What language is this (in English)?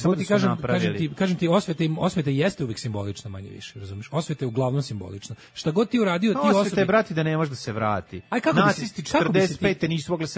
Serbian